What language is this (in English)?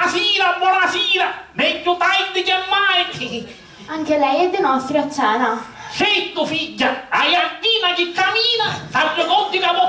Sicilian